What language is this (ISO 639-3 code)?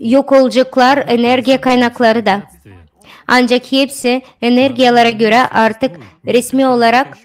gag